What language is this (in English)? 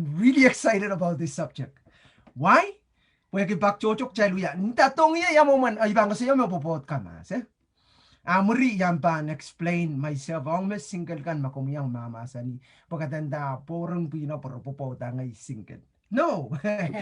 Pohnpeian